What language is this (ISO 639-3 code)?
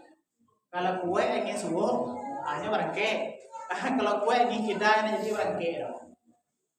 min